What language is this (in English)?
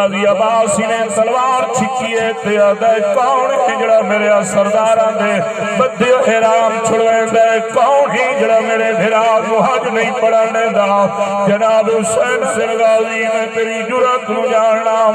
Saraiki